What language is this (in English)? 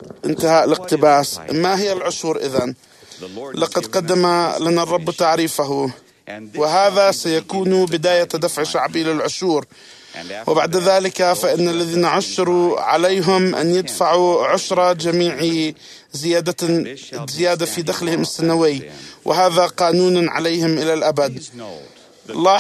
Arabic